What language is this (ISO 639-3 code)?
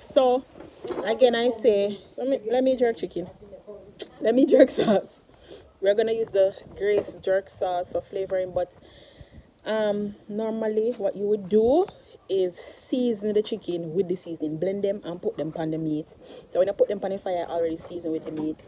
jam